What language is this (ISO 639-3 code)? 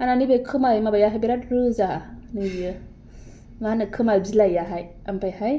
brx